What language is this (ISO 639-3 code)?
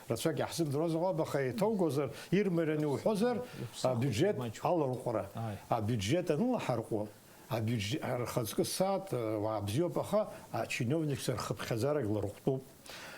abk